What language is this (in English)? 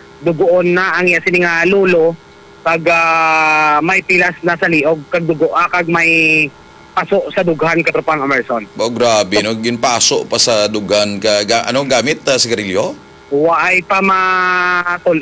Hiligaynon